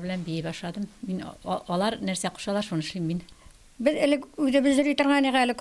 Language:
Tatar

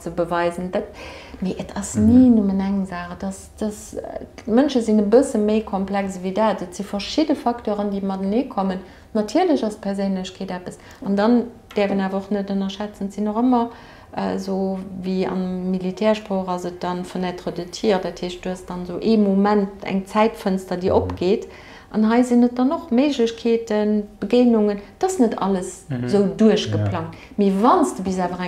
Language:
Luxembourgish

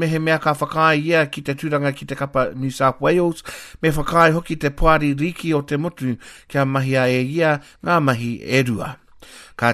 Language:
Māori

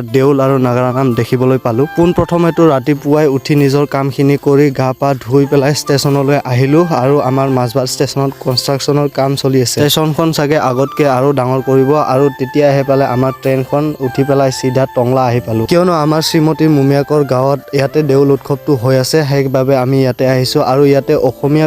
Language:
Assamese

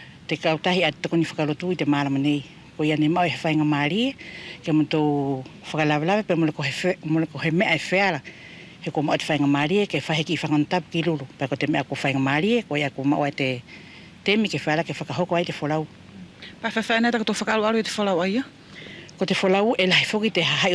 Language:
Wallisian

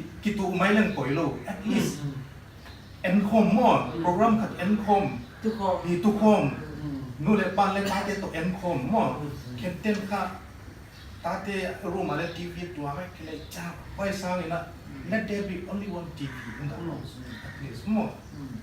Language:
Paite Chin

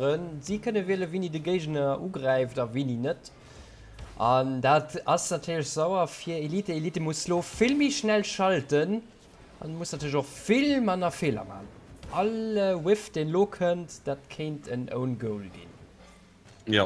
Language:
Luxembourgish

